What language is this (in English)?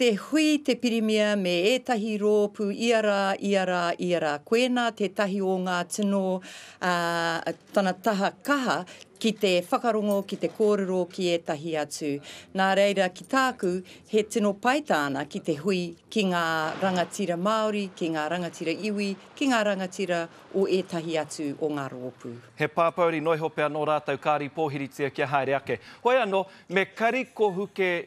Māori